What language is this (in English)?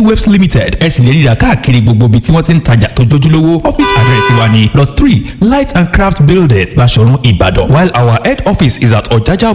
Yoruba